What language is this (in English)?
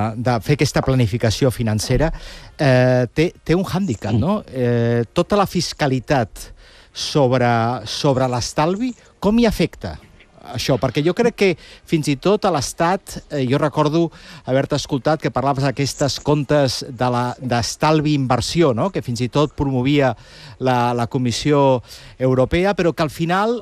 Catalan